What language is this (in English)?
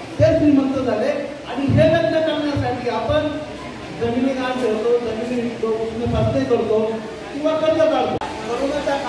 Marathi